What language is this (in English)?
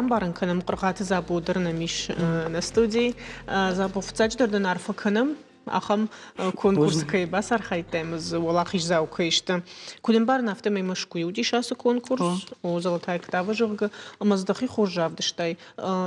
Ossetic